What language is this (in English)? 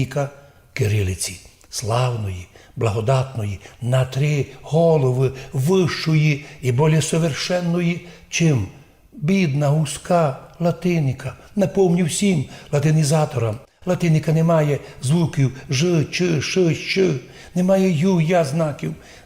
Rusyn